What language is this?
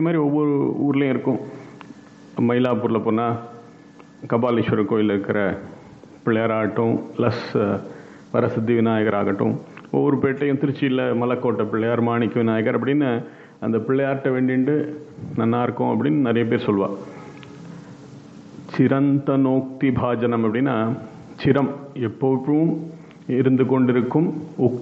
Tamil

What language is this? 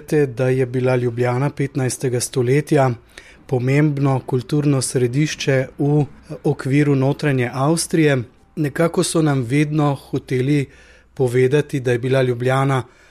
Slovenian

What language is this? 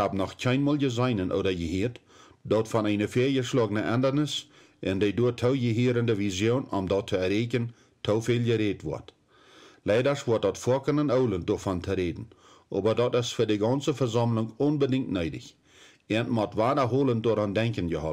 Plautdietsch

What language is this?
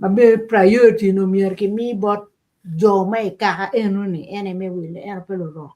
Acoli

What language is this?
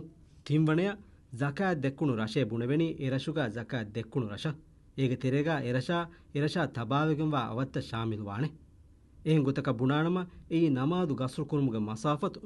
Divehi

